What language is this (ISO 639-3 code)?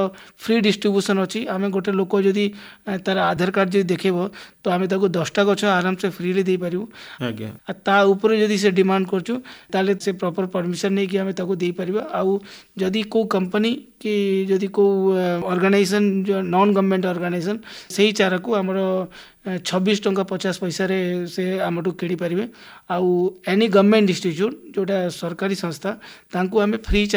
ori